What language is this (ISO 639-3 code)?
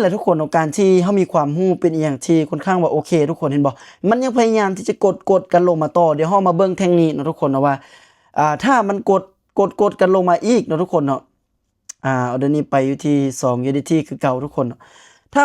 lao